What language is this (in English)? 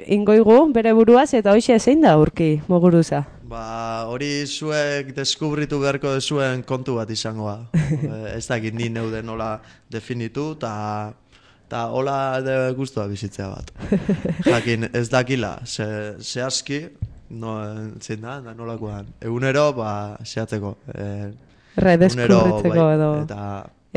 Basque